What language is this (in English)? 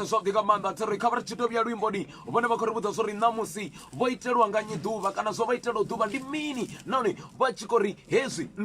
Venda